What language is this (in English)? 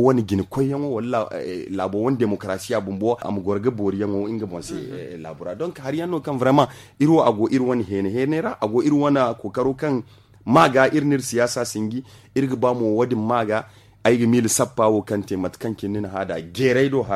Zarma